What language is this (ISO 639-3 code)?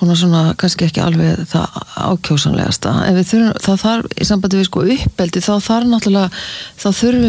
isl